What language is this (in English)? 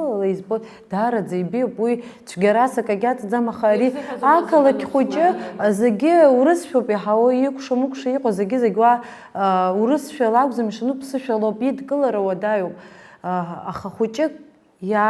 Abkhazian